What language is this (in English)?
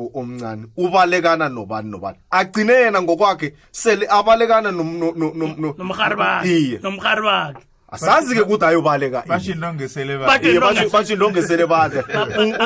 South Ndebele